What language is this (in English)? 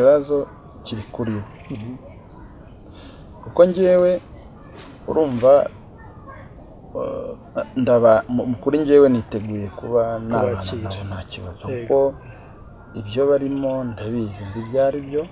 Kinyarwanda